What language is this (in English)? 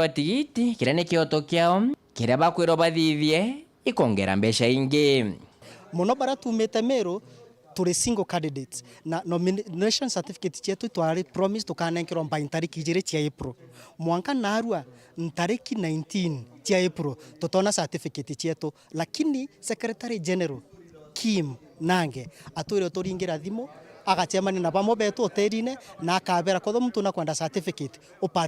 Meru